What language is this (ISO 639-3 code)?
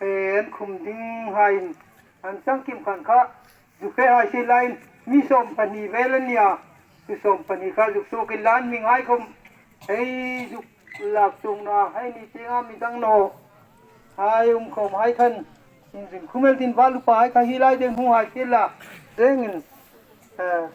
hmr